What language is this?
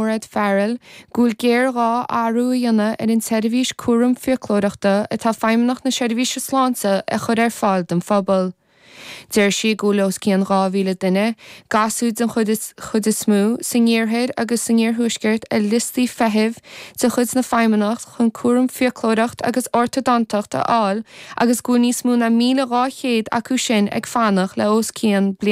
Irish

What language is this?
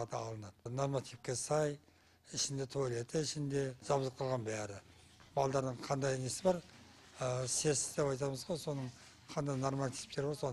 Kazakh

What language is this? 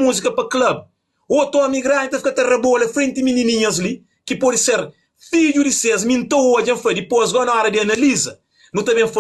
Kabuverdianu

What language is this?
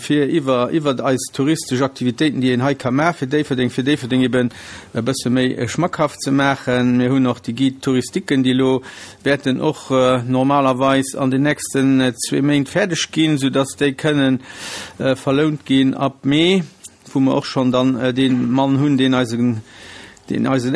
Luxembourgish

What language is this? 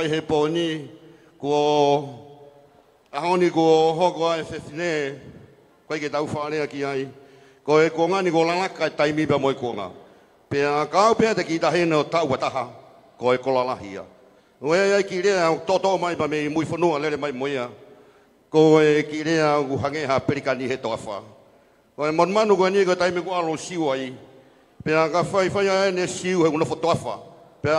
Tongan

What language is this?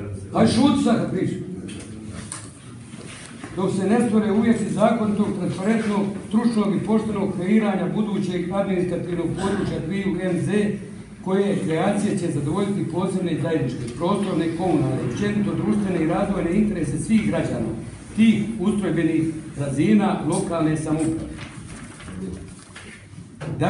Croatian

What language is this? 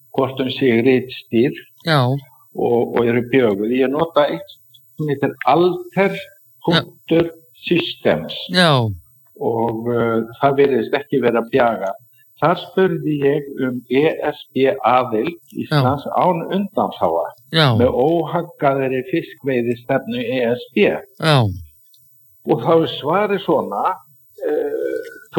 Icelandic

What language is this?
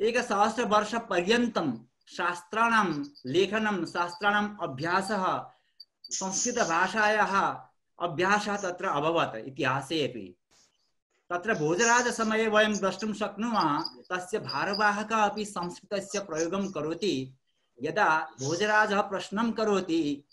Sanskrit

